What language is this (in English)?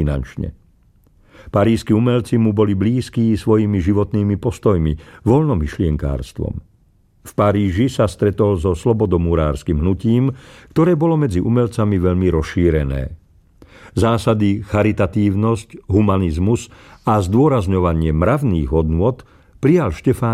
Slovak